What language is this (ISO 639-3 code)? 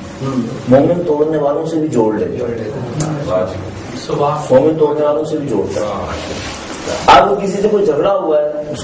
urd